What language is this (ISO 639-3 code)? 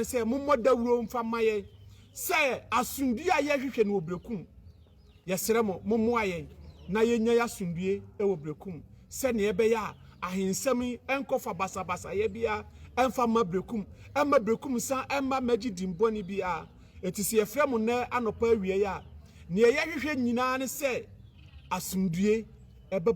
aka